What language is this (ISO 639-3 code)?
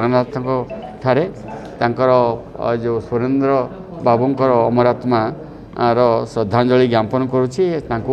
ori